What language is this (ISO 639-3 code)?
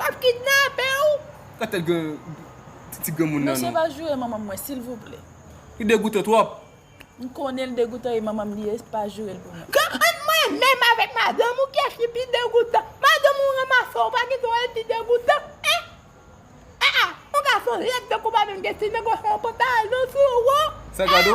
hat